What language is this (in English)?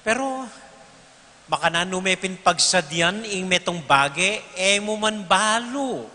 Pampanga